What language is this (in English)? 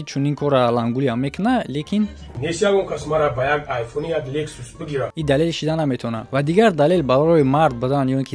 Tajik